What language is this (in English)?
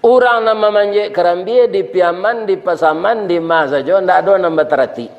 Minangkabau